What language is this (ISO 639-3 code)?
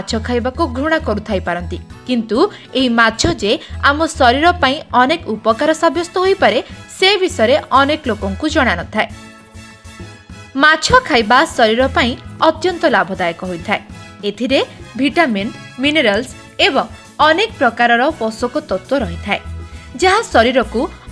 ori